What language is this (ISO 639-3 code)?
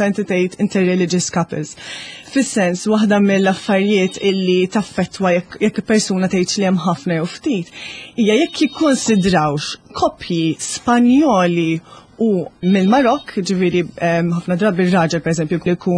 mlt